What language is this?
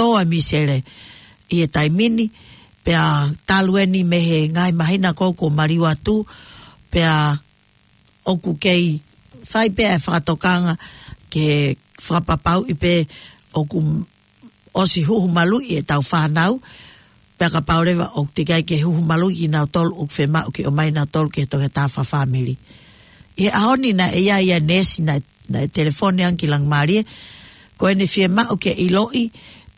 Tongan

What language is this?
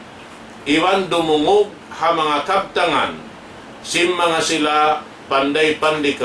Tausug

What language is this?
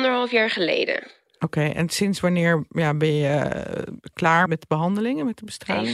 Dutch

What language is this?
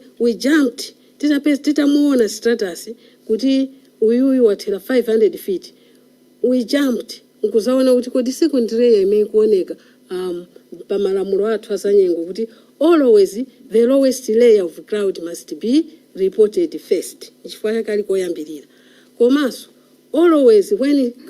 Nyanja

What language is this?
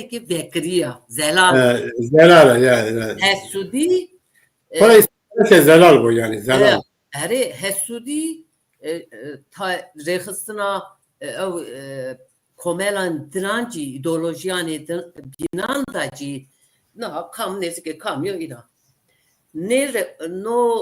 Zaza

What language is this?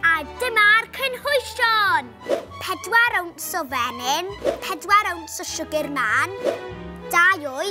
Welsh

